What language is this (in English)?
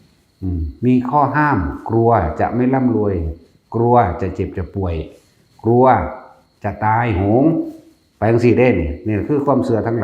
Lao